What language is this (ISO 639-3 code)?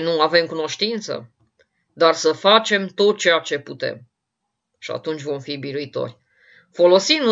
ron